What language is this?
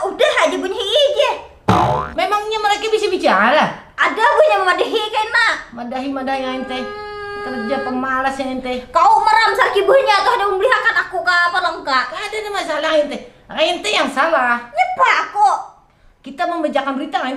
Banjar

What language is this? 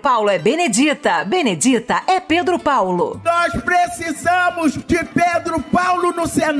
Portuguese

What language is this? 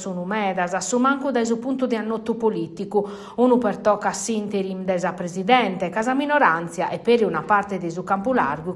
Sardinian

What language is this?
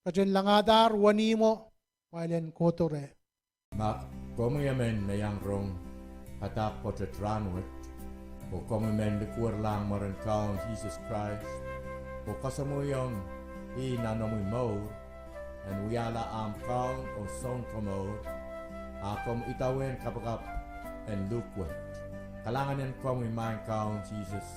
Pohnpeian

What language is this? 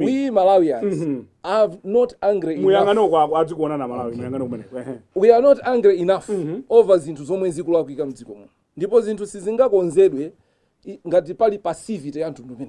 Nyanja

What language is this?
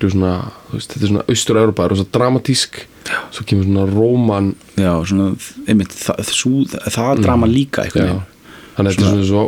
Icelandic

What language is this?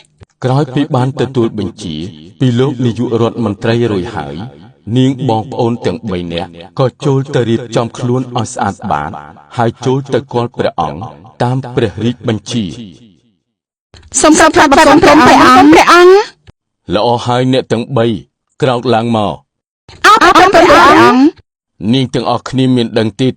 Khmer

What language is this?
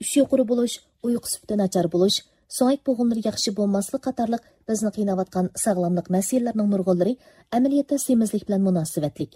Uyghur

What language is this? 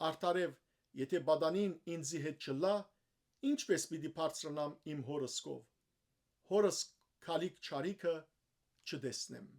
Western Armenian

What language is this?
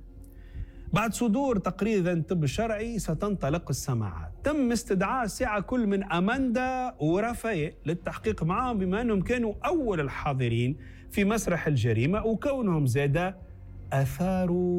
Tunisian Arabic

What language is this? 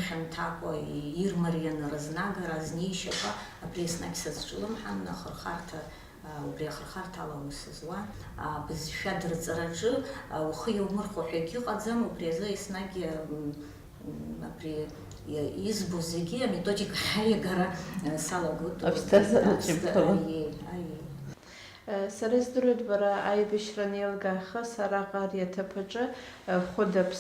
Abkhazian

